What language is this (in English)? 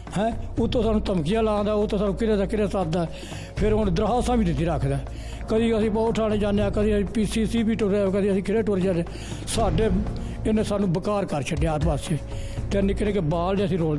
Punjabi